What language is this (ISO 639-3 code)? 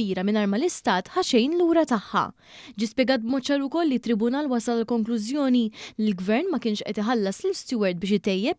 mlt